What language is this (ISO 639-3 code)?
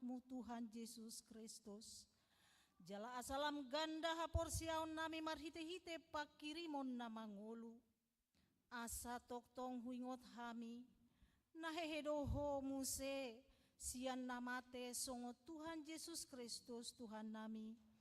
bbc